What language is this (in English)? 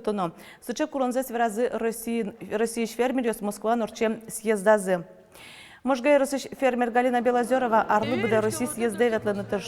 Udmurt